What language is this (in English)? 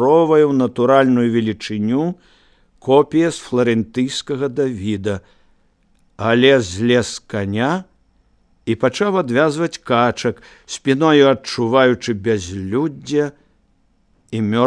Belarusian